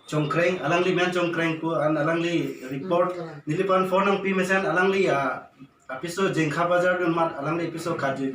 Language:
Karbi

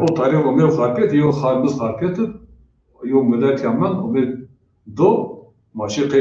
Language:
Zaza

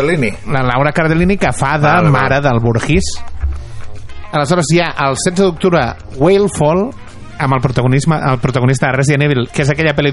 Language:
Catalan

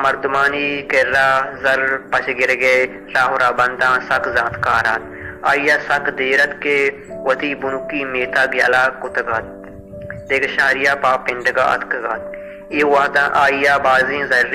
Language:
Baluchi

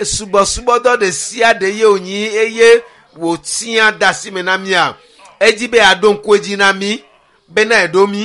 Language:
Ewe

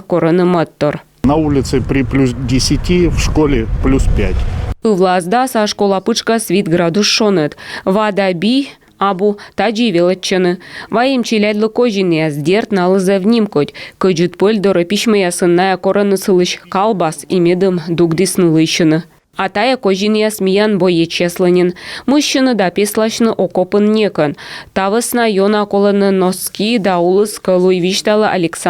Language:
Komi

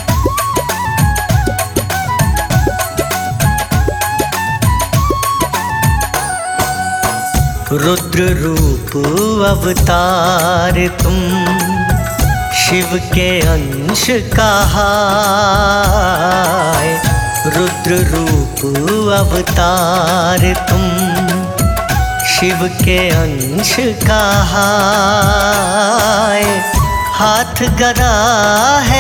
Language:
Hindi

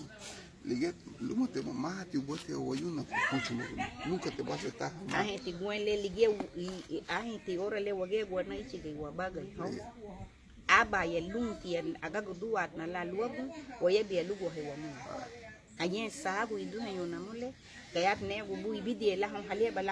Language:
Garifuna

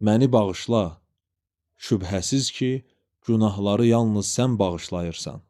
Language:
Azerbaijani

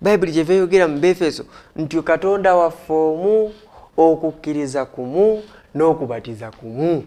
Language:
Ganda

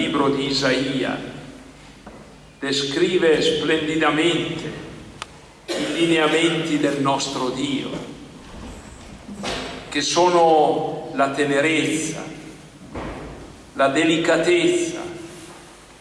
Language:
Italian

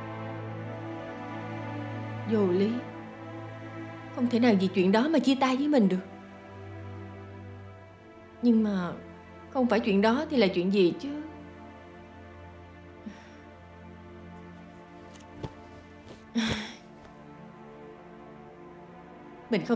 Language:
Vietnamese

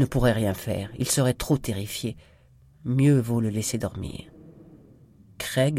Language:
French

